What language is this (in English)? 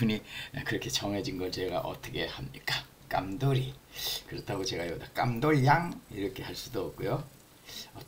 Korean